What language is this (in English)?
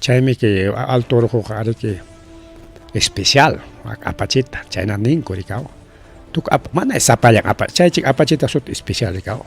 Ayacucho Quechua